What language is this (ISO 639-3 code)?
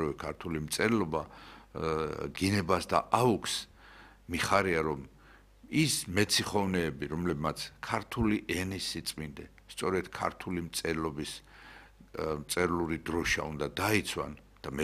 kat